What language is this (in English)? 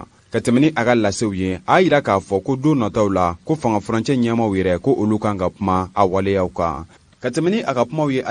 Bambara